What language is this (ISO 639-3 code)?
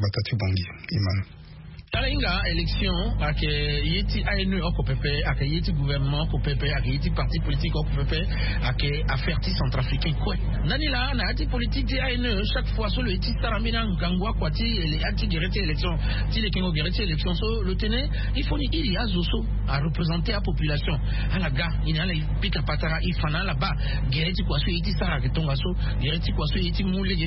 sag